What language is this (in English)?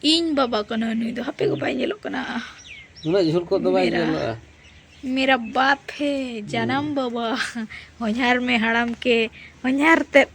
Santali